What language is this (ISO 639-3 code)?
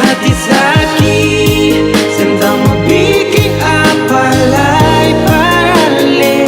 abs